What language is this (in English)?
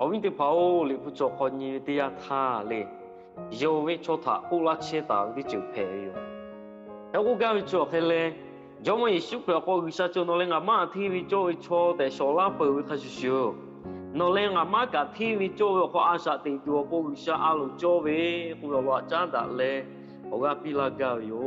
Lahu